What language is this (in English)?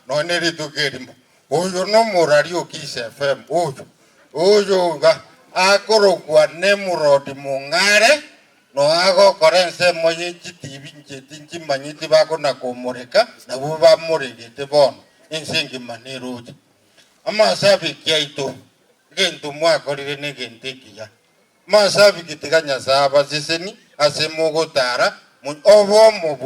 Gusii